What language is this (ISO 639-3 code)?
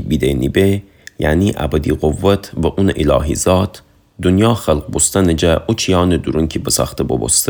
glk